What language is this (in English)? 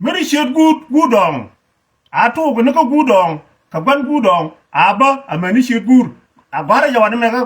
Nuer